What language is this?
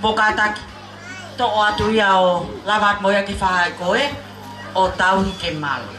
Tongan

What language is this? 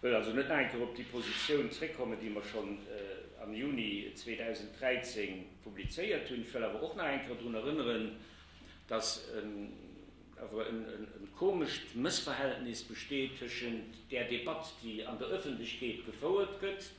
Luxembourgish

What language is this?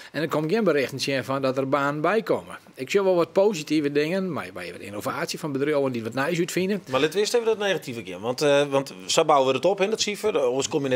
Western Frisian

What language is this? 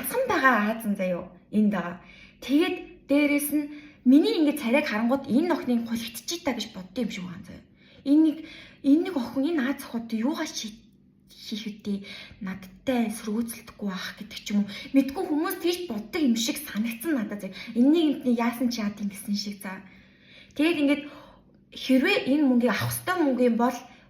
Mongolian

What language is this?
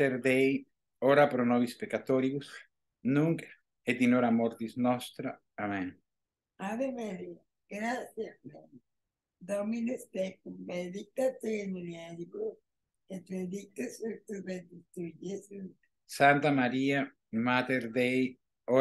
Latin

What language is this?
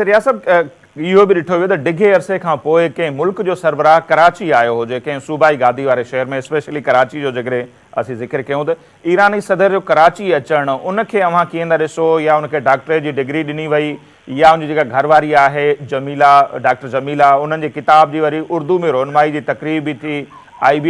Sindhi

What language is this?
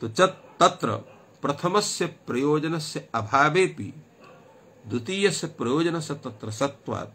Sanskrit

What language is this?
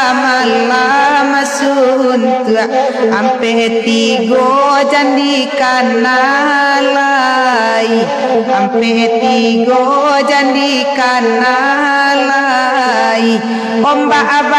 Minangkabau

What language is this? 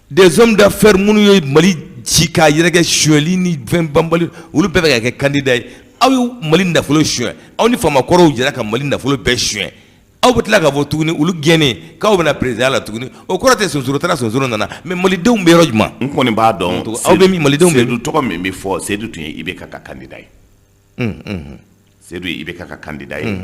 Bambara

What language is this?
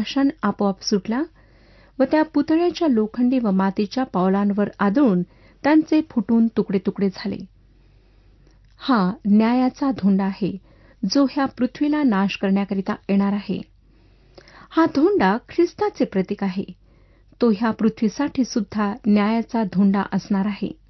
Marathi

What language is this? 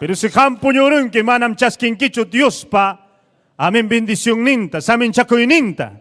Ayacucho Quechua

